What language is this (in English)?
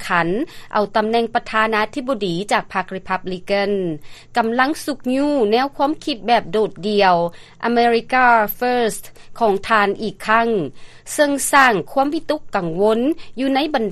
Lao